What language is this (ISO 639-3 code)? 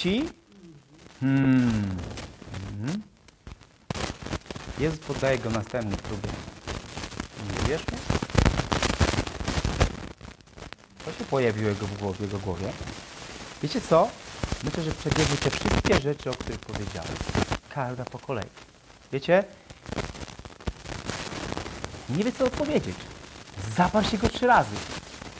pol